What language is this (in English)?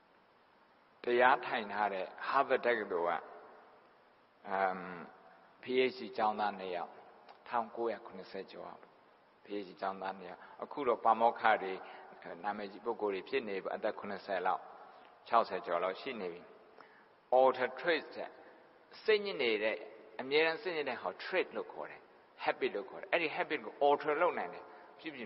Burmese